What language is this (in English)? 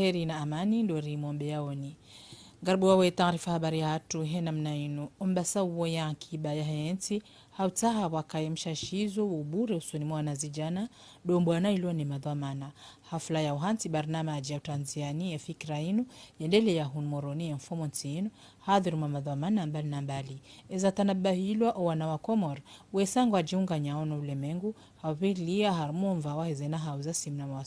Ngazidja Comorian